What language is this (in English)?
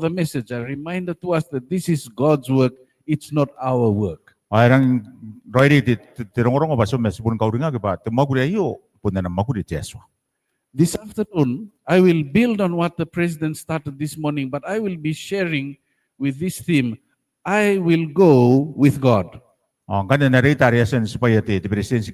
Gilbertese